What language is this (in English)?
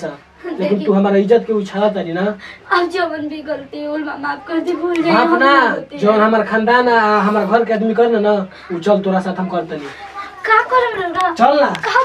Bhojpuri